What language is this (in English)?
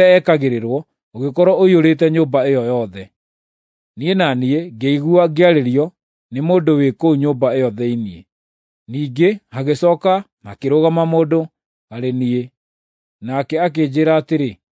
Kikuyu